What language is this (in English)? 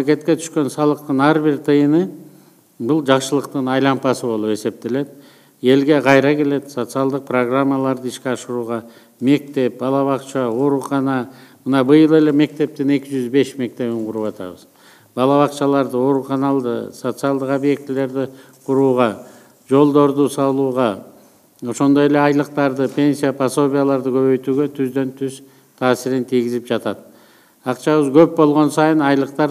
Kyrgyz